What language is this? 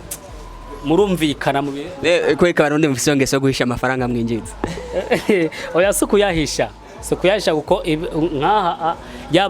Rundi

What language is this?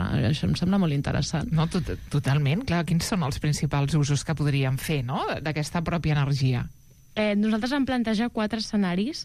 Catalan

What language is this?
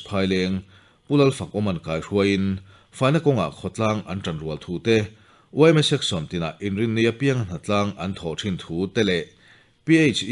Mizo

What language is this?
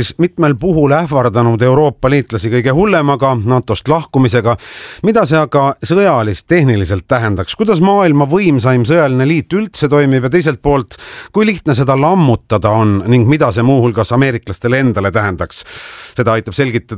Estonian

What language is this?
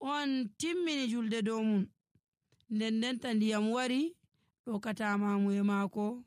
Nigerian Fulfulde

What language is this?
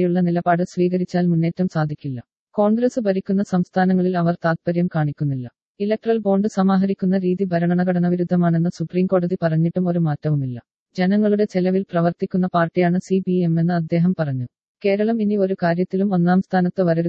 Malayalam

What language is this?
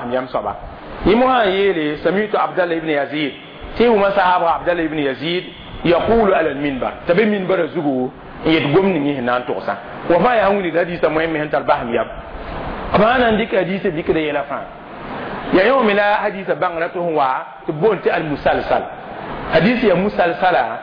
Mossi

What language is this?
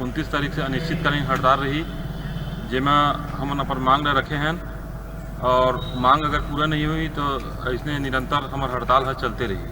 Chhattisgarhi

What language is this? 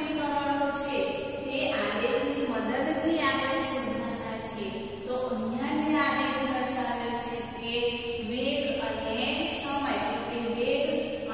Gujarati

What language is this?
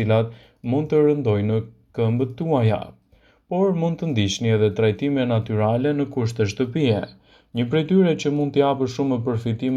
Albanian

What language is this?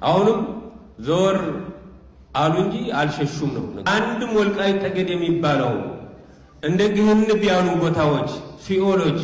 Amharic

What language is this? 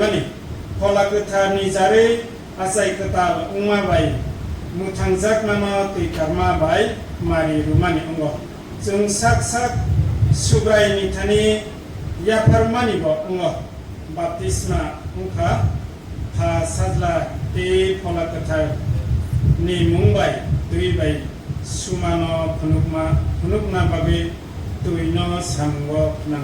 Kok Borok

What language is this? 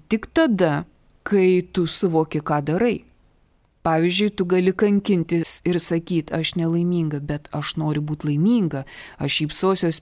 Lithuanian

